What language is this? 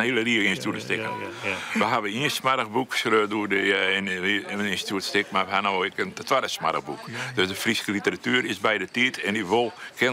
Western Frisian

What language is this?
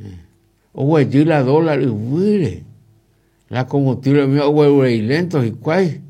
Guarani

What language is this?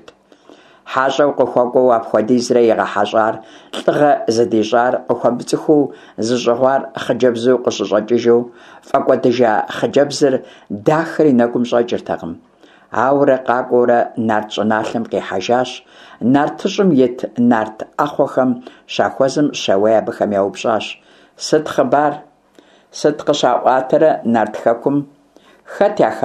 Kabardian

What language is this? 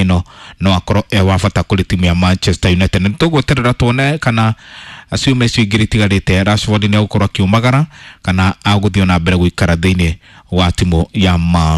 Kikuyu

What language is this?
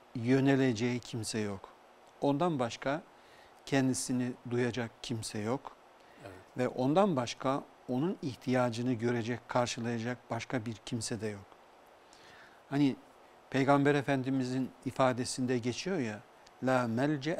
Turkish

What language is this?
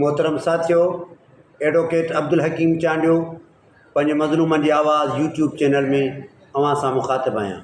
Sindhi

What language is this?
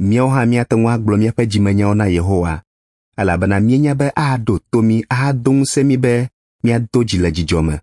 Ewe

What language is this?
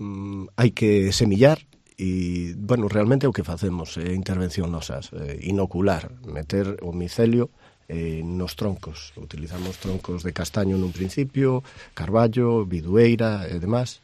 Galician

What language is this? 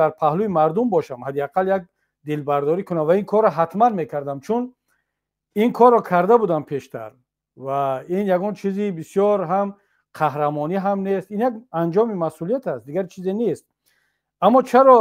Tajik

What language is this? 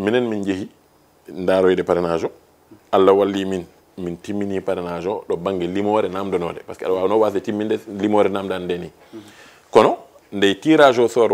Fula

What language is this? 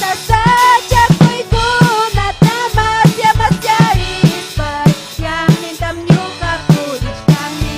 Ayacucho Quechua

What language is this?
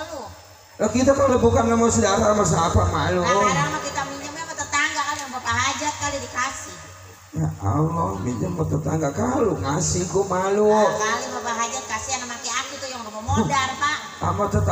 Betawi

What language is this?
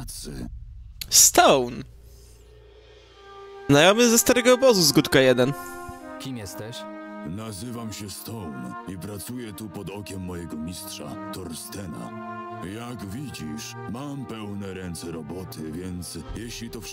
Polish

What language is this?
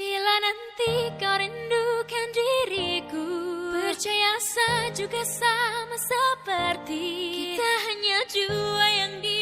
Ambonese Malay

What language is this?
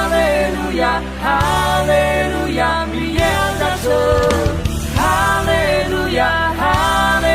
Akha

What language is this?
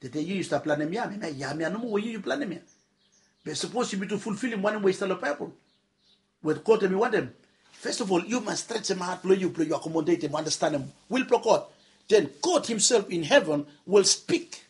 Bislama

